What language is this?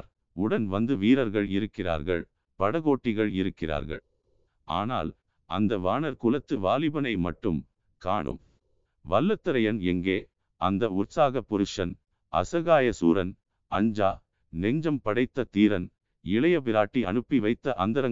Tamil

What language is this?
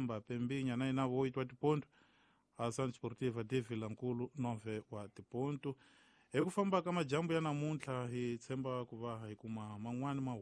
Tsonga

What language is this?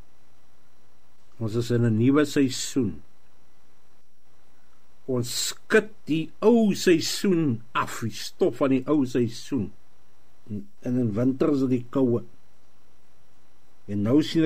Afrikaans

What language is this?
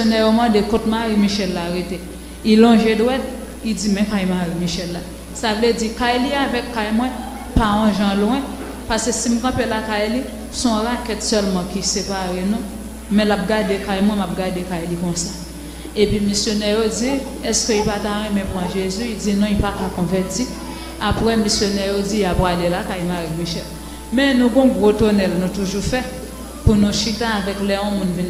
Haitian Creole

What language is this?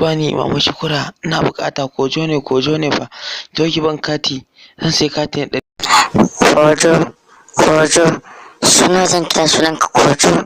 Hausa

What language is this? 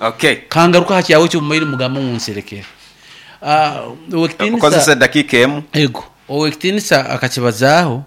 Nyoro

